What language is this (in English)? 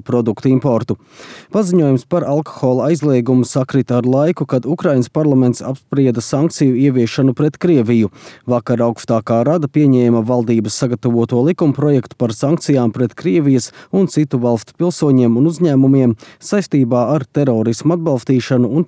Latvian